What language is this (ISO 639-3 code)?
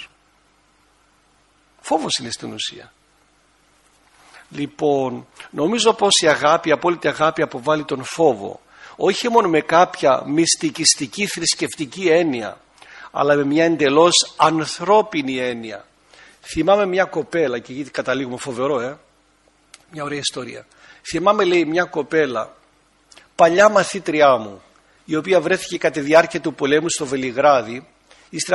ell